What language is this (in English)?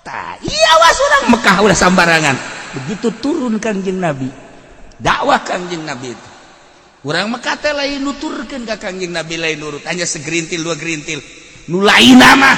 Sundanese